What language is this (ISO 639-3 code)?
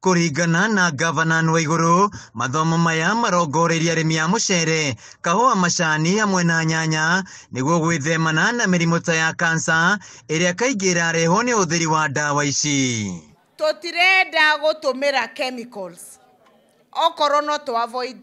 kik